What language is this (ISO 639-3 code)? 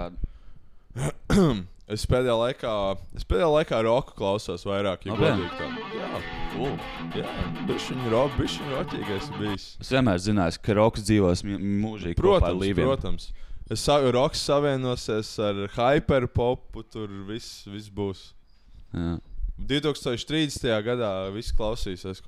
lav